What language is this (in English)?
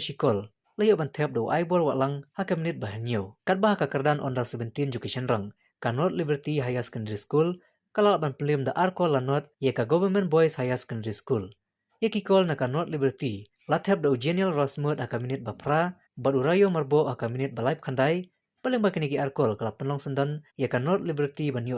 Khasi